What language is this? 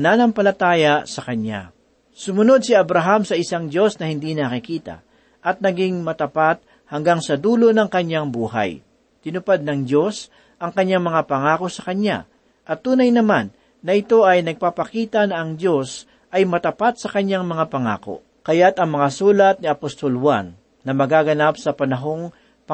Filipino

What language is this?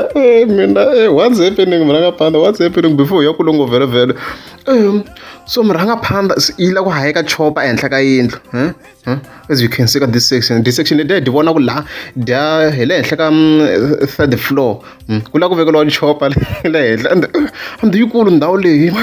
Tsonga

